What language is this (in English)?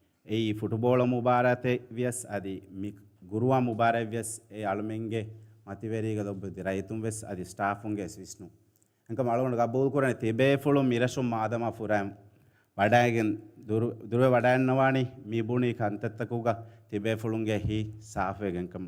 Divehi